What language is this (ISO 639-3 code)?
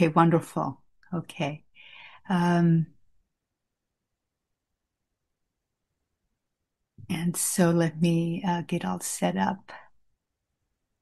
eng